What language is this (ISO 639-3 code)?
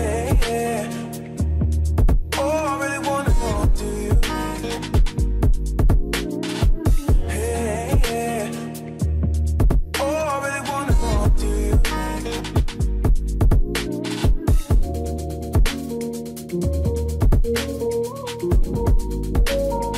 eng